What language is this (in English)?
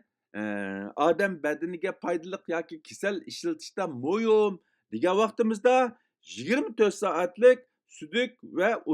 Uyghur